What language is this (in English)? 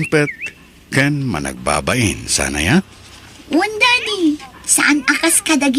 Iloko